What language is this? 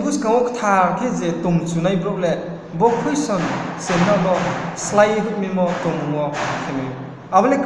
Riang (India)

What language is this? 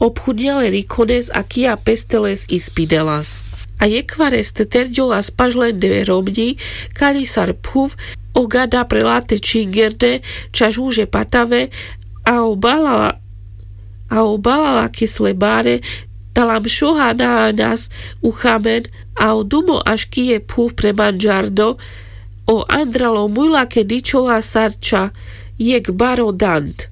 Carpathian Romani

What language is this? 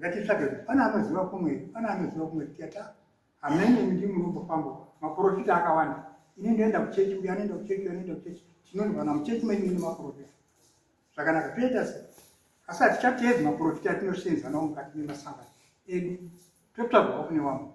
Shona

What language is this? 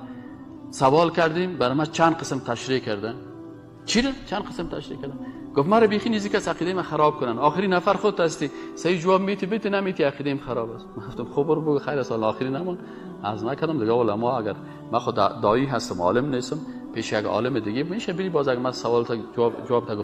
Persian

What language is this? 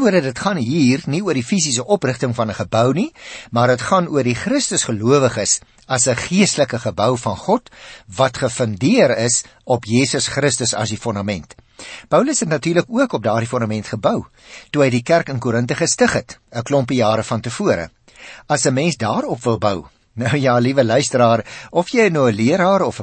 Afrikaans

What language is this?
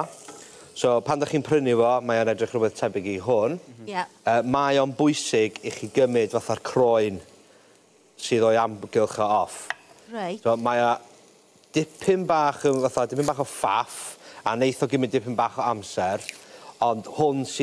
Welsh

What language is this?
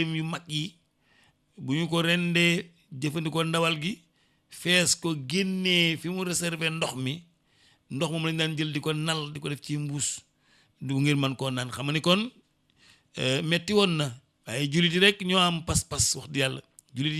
Wolof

